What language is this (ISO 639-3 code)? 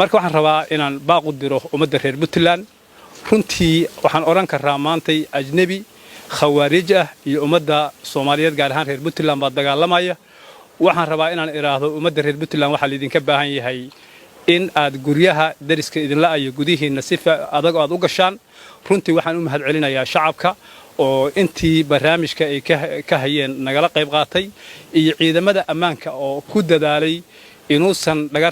som